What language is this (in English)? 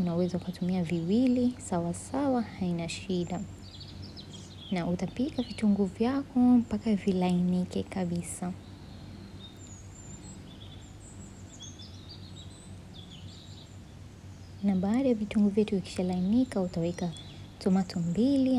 Swahili